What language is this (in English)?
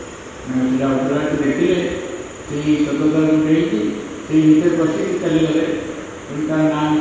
Odia